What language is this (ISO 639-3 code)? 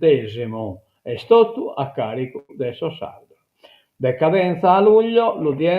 srd